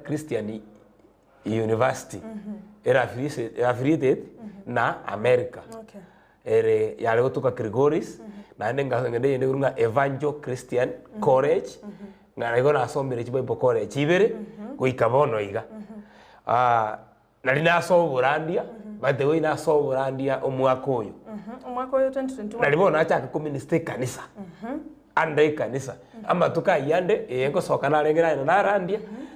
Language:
Gusii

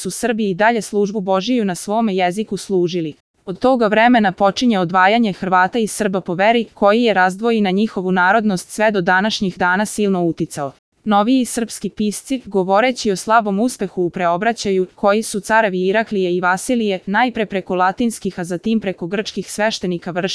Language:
Serbian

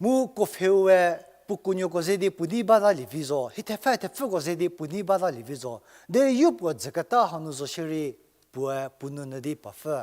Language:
Angami Naga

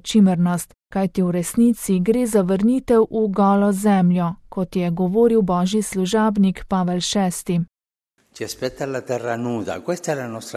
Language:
Slovenian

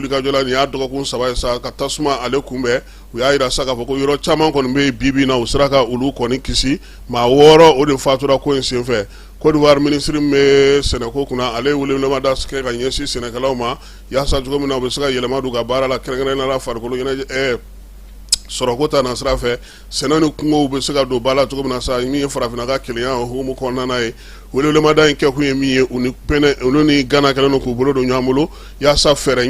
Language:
Bambara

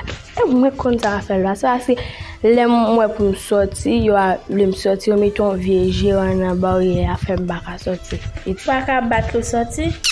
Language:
Haitian Creole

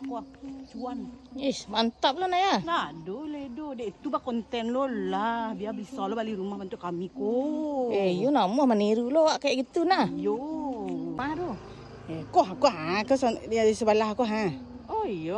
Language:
Minangkabau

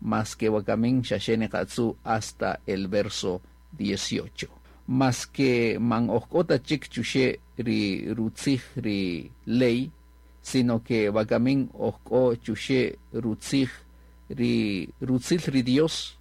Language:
Kaqchikel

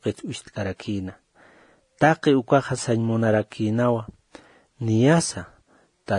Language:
Aymara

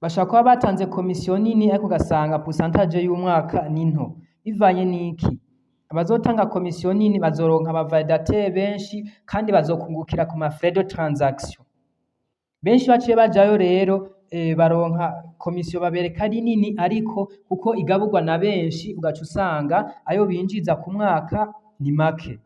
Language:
Rundi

